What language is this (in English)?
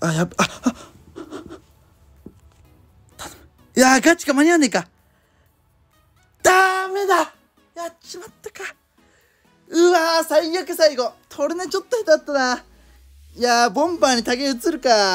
Japanese